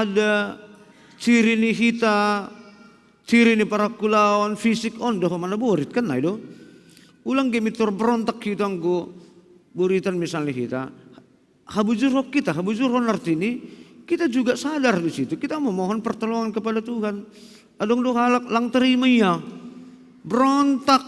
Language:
Batak Simalungun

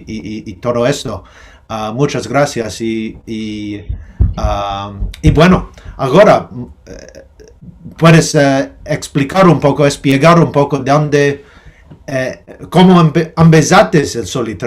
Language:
Ladino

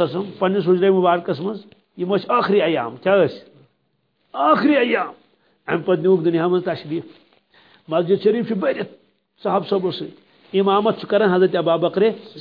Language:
Kashmiri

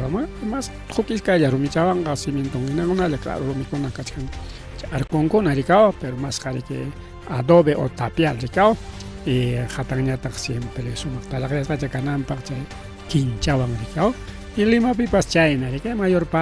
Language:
Ayacucho Quechua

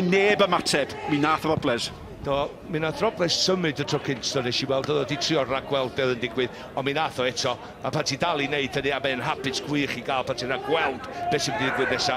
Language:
Welsh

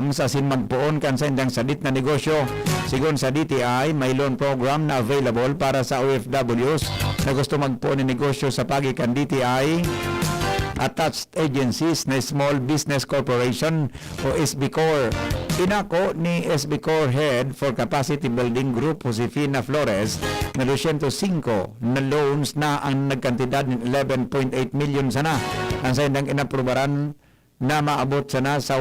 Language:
Bikol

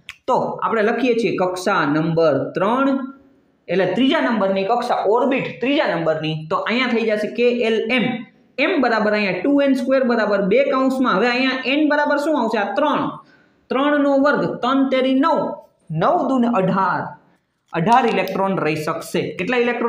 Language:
Gujarati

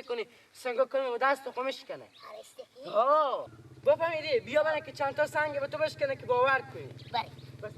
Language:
Persian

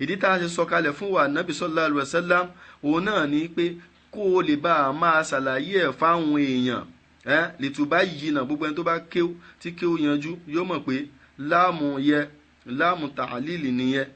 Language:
Yoruba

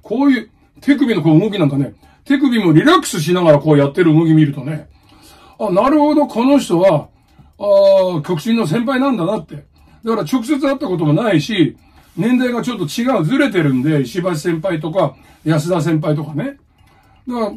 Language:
Japanese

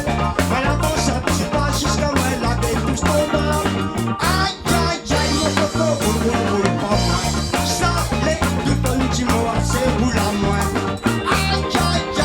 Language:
Réunion Creole French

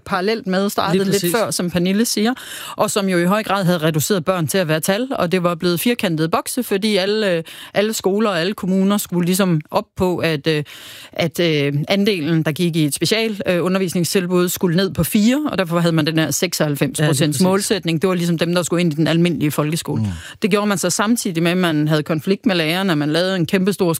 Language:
Danish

